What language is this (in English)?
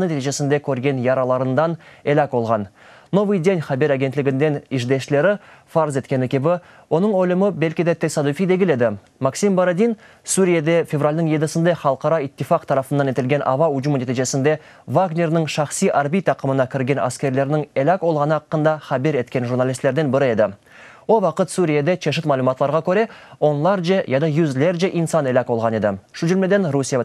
Crimean Tatar